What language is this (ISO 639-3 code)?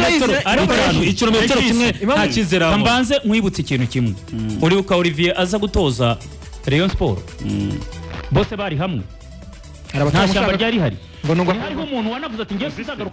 kin